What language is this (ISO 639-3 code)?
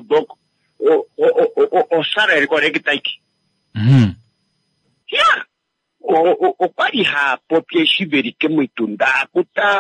kua